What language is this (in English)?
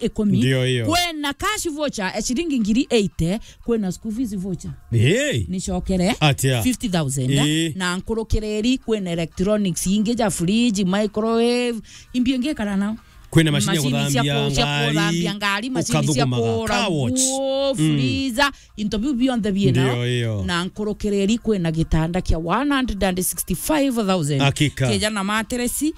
Meru